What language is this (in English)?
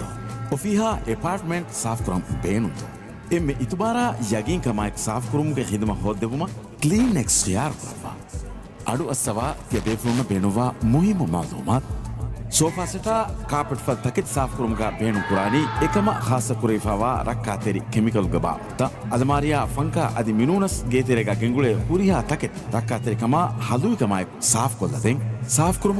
Divehi